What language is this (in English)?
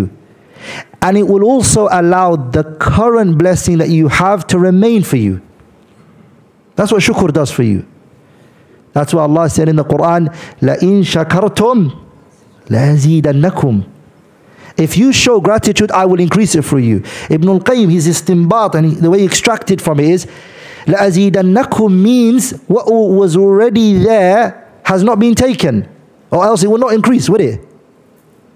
English